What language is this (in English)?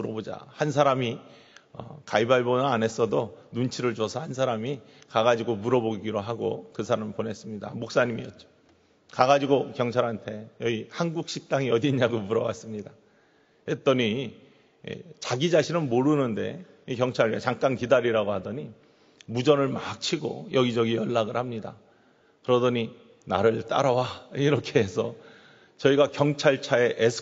Korean